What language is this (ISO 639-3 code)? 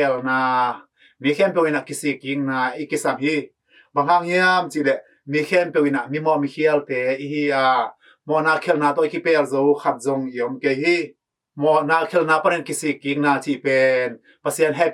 ctd